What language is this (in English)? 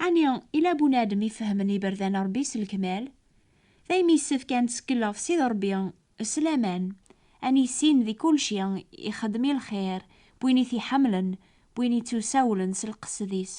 Kabyle